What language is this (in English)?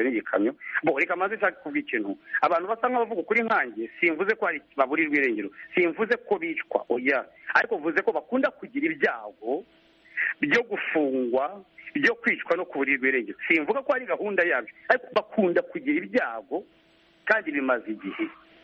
Kinyarwanda